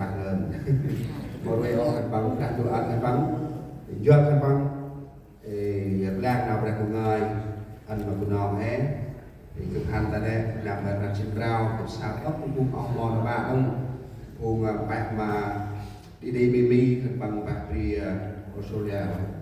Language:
Central Mnong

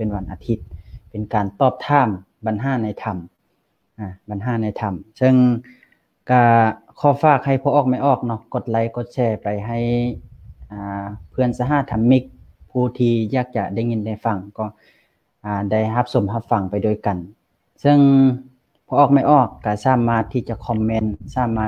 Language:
Lao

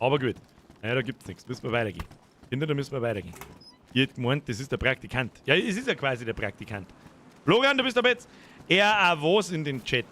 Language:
Bavarian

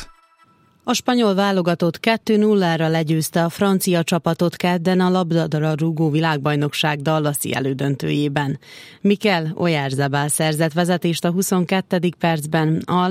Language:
Hungarian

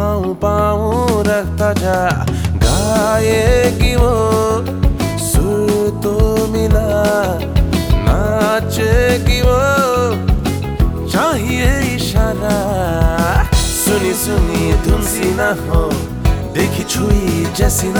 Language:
Hindi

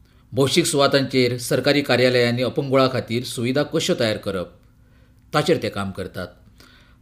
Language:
Konkani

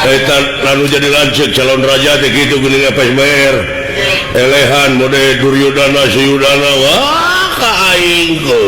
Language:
Sundanese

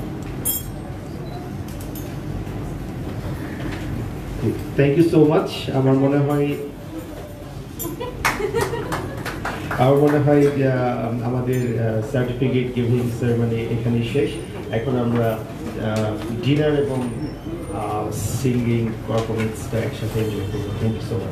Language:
Bangla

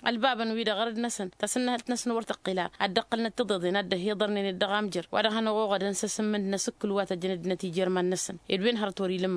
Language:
Tamasheq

